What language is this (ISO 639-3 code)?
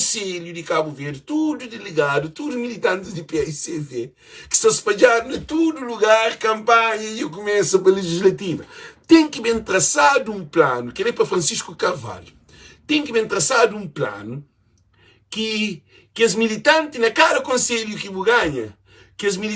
kea